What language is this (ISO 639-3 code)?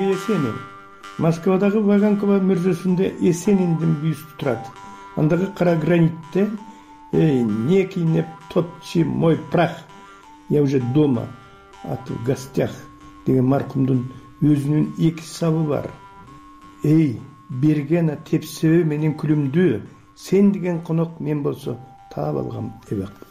kir